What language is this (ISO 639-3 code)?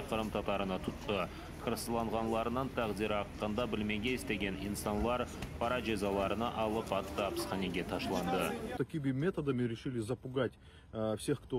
crh